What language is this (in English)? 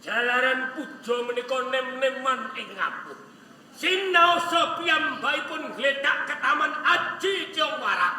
Javanese